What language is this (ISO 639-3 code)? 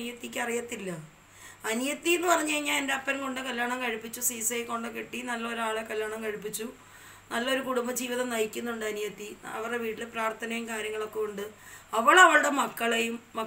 mal